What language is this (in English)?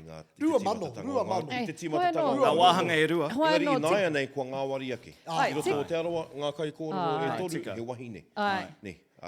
Māori